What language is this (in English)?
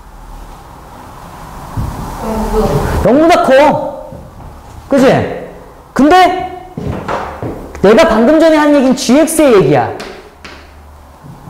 Korean